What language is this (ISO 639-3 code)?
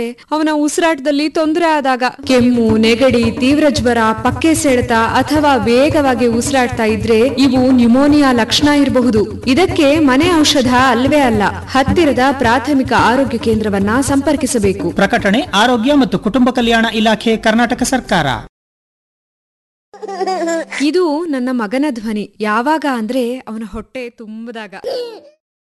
kan